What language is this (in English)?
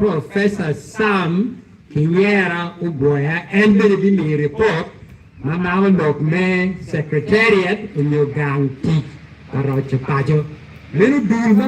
Acoli